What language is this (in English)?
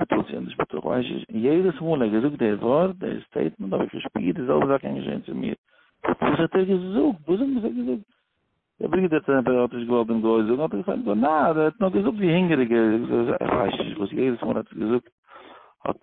Yiddish